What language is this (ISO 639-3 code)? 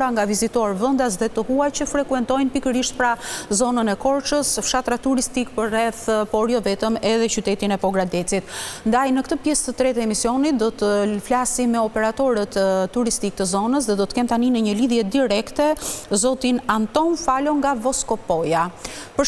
sqi